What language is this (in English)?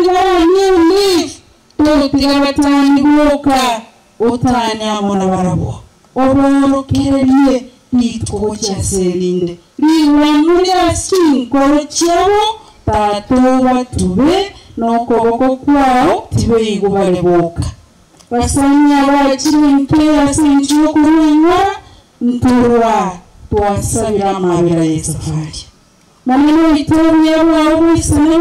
Gusii